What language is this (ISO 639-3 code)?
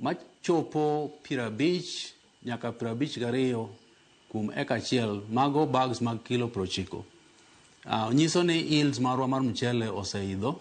luo